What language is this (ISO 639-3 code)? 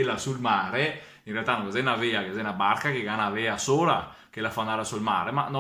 vec